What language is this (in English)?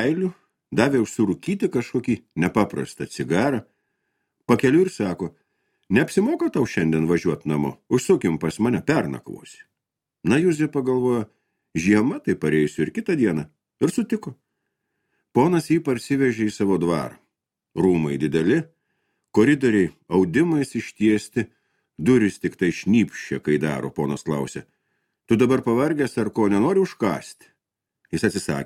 Lithuanian